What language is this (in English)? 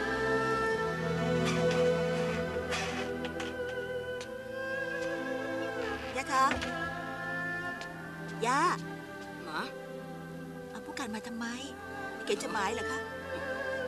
Thai